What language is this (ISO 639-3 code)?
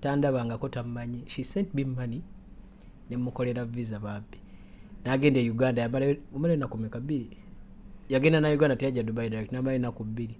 lug